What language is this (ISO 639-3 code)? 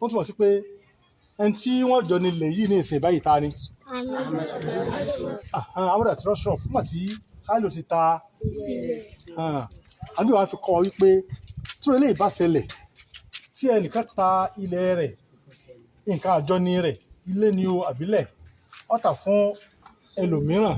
yor